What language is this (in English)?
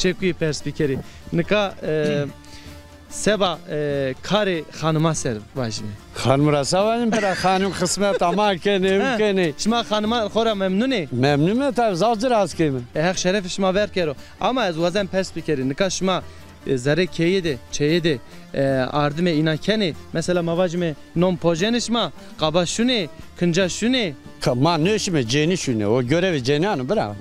Zaza